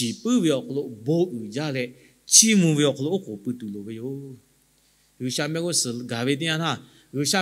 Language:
Lahu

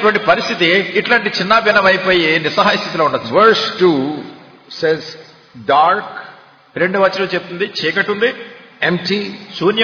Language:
Telugu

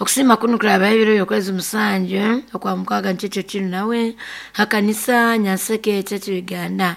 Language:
Nyoro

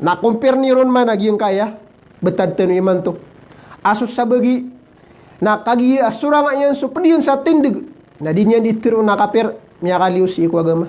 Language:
Maranao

